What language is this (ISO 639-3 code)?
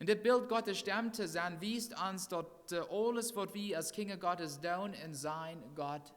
pdt